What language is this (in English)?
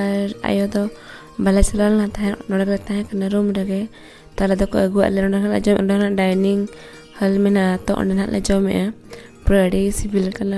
Santali